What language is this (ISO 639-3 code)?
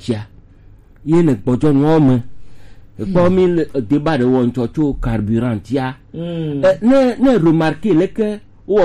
gej